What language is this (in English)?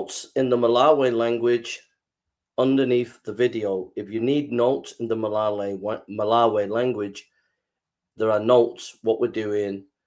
English